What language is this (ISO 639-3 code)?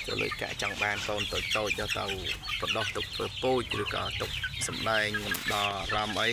khm